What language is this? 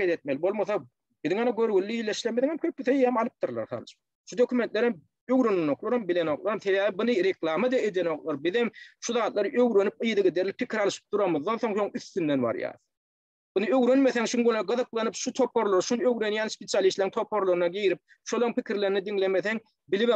Turkmen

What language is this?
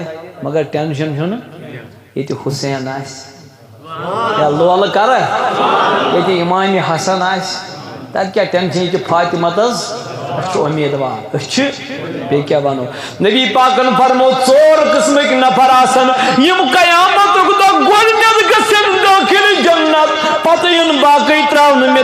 Kashmiri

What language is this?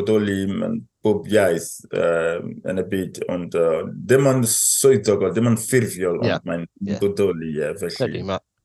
Welsh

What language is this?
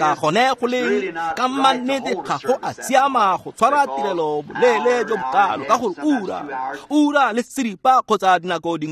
Tswana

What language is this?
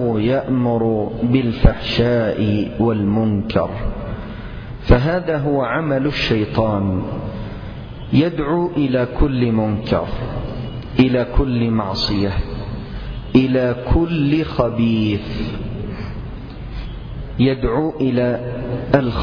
Arabic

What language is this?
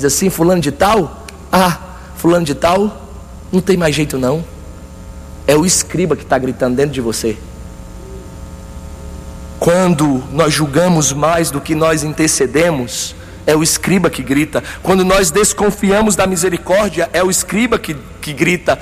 Portuguese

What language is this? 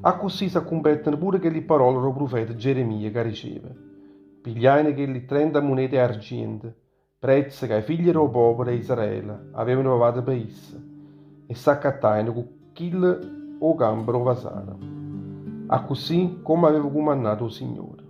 Neapolitan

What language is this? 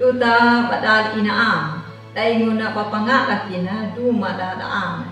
Anakalangu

